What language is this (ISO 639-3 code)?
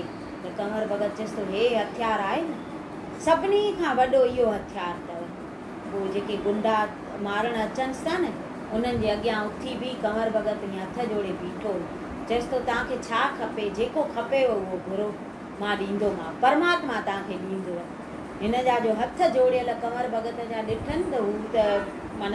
snd